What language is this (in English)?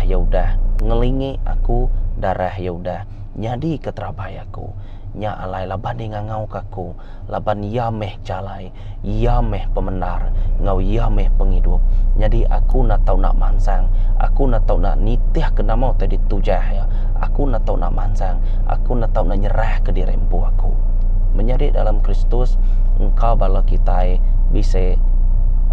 Iban